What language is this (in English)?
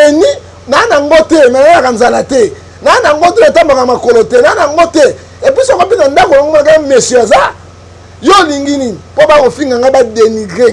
Lingala